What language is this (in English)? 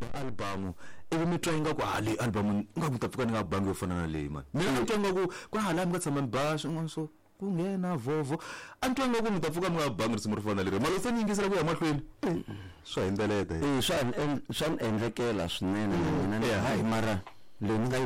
Tsonga